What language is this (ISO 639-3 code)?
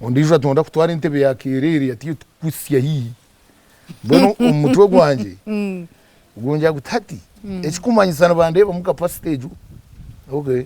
nyn